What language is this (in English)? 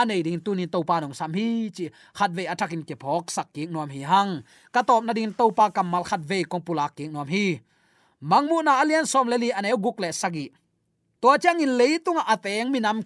Tedim Chin